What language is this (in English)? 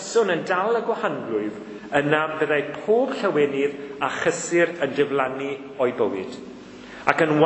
Welsh